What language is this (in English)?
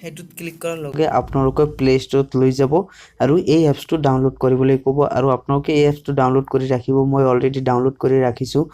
Assamese